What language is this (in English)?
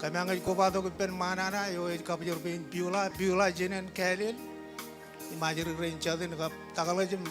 Marshallese